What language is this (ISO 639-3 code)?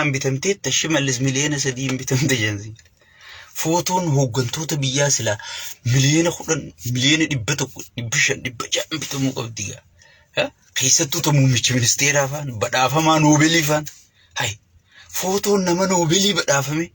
orm